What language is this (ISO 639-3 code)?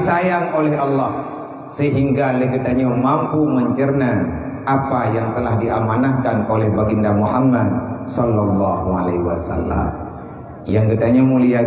ace